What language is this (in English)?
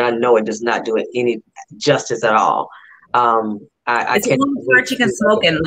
English